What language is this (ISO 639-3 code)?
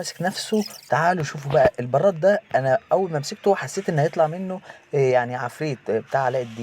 arz